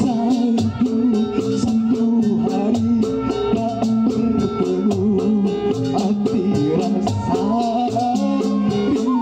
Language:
Betawi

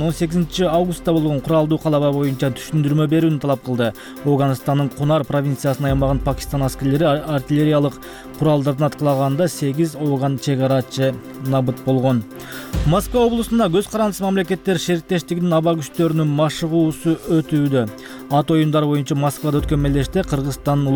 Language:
Kyrgyz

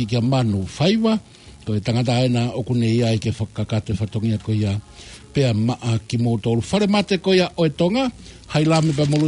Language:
Tongan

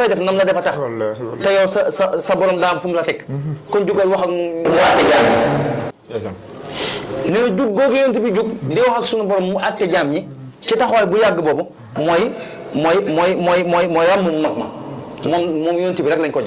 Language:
Wolof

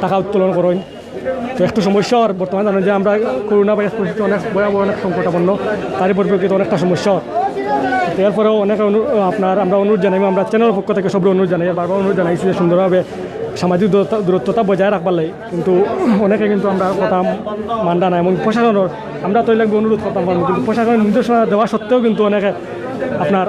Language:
Sylheti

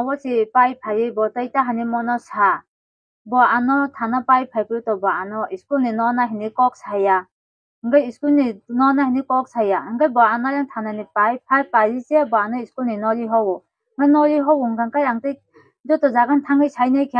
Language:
Kok Borok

